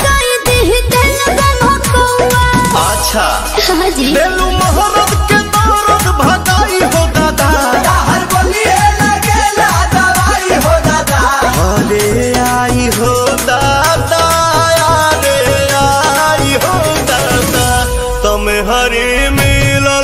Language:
Bhojpuri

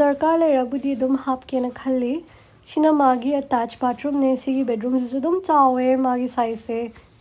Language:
Manipuri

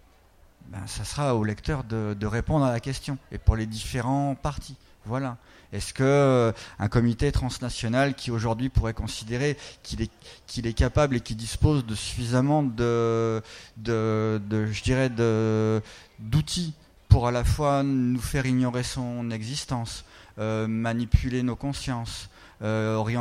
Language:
French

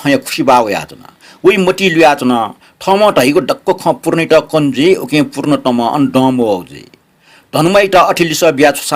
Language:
Newari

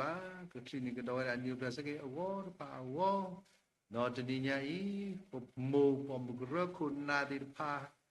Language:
S'gaw Karen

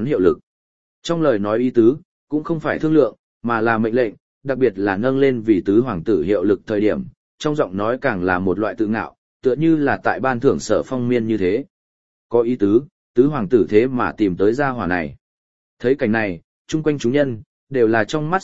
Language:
Vietnamese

